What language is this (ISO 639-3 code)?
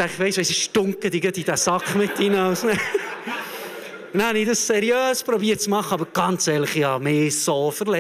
gsw